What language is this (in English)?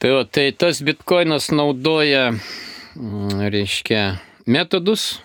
Lithuanian